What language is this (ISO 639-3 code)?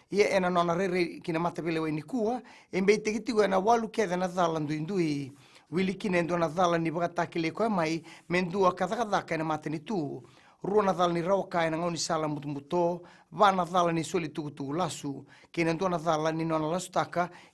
fij